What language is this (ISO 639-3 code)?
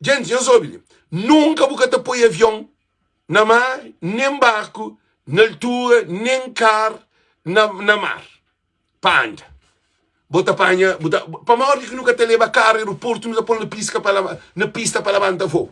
kea